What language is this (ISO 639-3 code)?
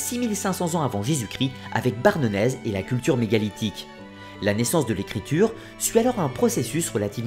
fra